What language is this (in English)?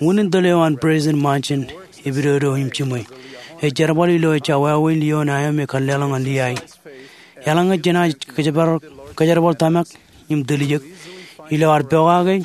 Marshallese